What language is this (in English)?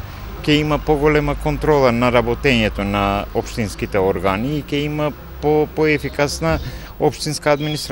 Macedonian